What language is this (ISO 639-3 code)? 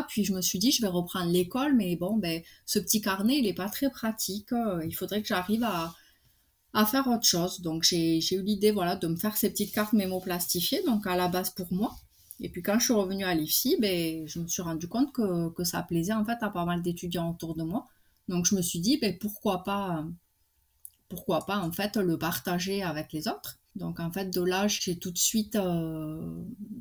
fra